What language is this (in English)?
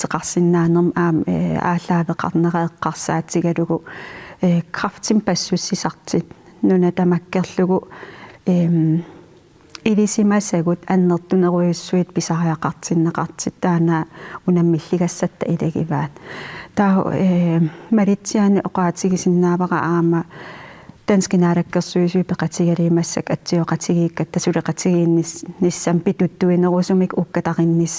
Kalaallisut